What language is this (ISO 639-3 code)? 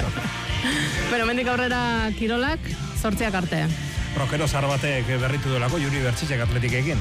eus